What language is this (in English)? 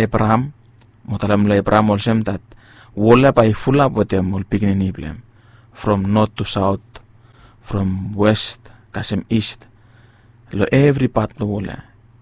Bislama